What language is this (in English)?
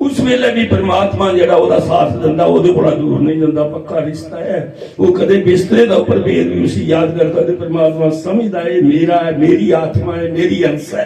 Dogri